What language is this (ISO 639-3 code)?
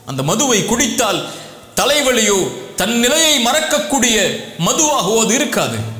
tam